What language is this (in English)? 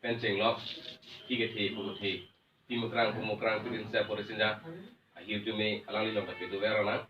Karbi